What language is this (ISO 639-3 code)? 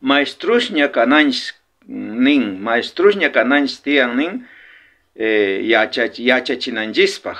quh